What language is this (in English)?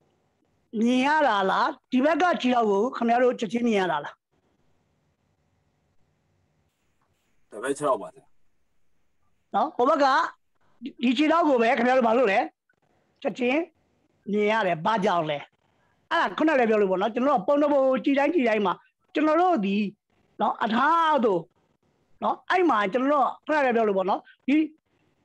Burmese